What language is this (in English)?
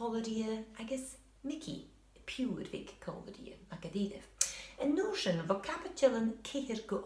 Scottish Gaelic